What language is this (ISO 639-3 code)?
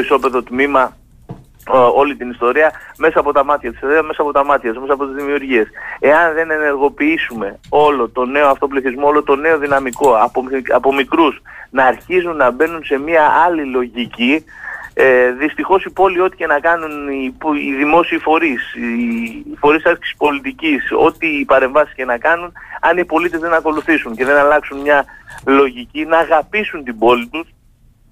ell